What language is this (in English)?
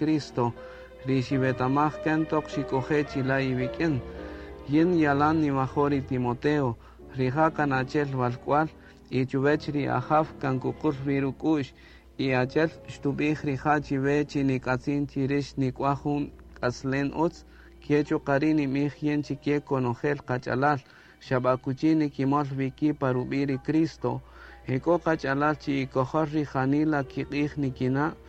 Kaqchikel